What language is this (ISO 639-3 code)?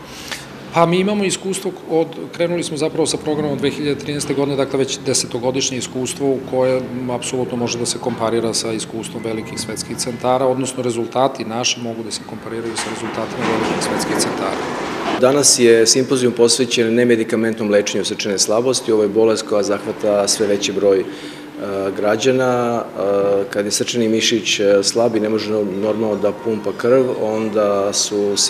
srp